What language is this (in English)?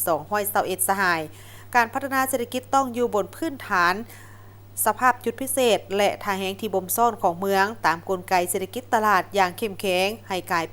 Lao